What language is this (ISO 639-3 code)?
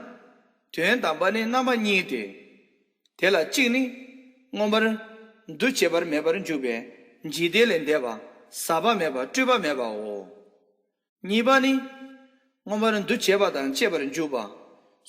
bod